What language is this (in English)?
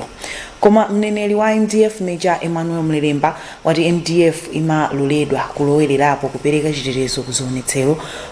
Nyanja